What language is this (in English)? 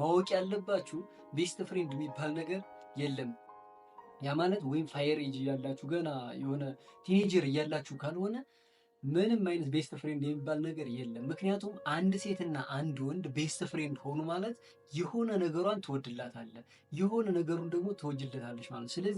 Amharic